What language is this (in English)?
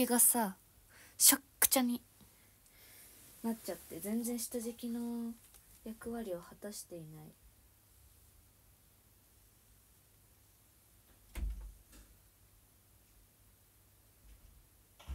Japanese